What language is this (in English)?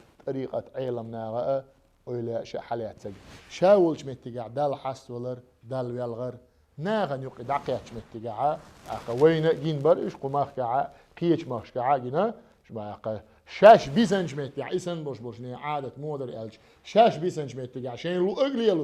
Chechen